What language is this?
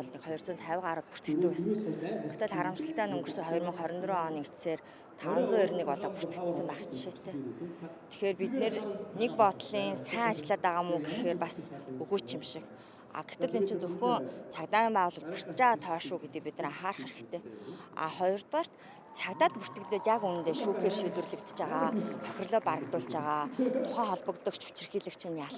Mongolian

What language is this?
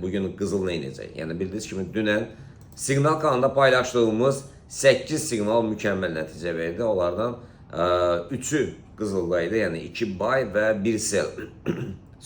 Azerbaijani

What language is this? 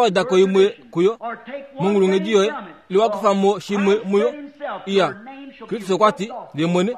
Kuanyama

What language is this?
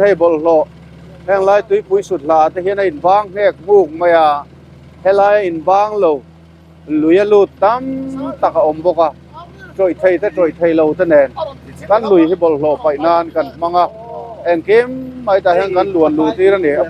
Mizo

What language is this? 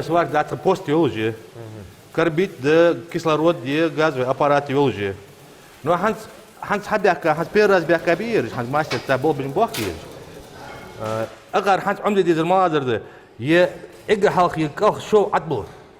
Ingush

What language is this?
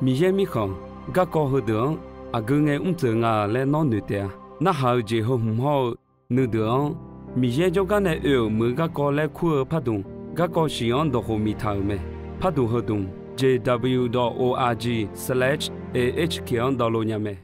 Akha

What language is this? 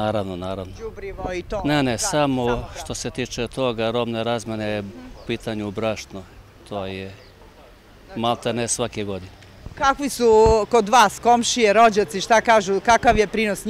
Serbian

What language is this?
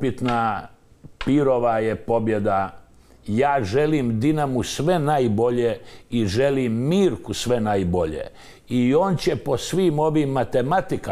Croatian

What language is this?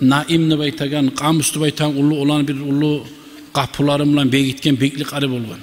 Kumyk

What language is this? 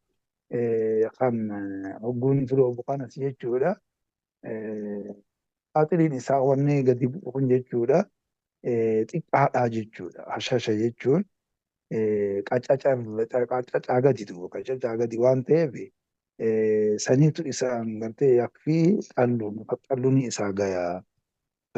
Oromo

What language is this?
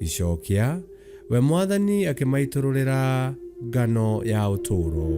Kikuyu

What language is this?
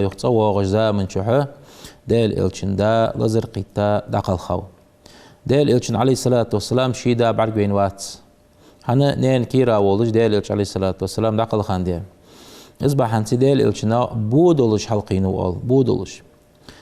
Ingush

